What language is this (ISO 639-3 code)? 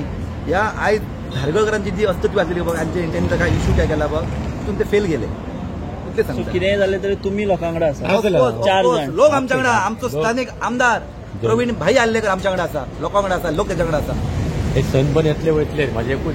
kok